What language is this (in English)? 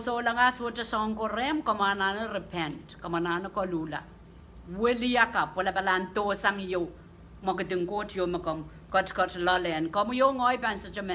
Pohnpeian